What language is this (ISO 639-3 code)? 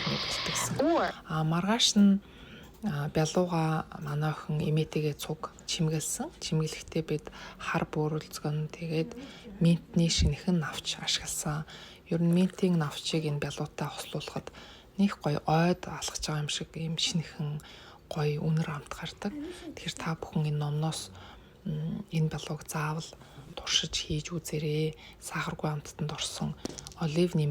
mon